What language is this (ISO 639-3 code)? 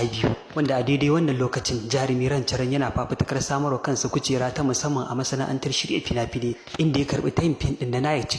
hau